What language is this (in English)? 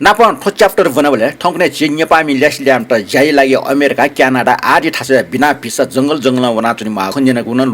Newari